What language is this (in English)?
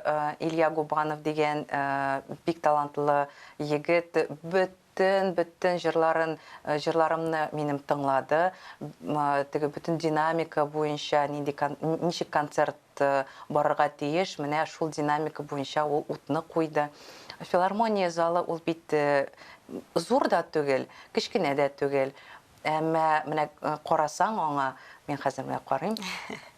Tatar